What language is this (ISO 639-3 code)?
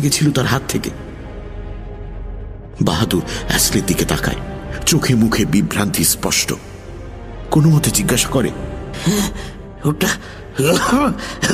ben